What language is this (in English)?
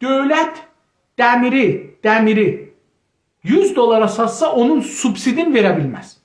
South Azerbaijani